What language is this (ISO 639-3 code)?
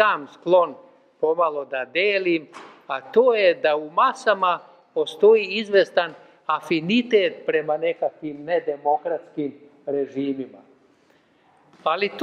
srp